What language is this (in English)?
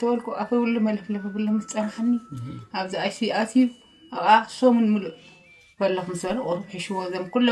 Tigrinya